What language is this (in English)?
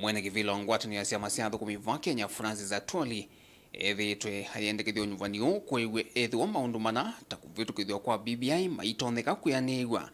Kamba